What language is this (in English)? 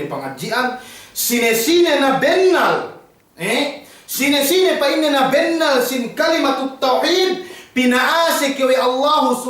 Yakan